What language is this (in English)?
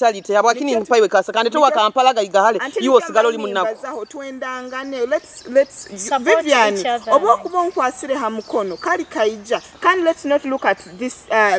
Nyoro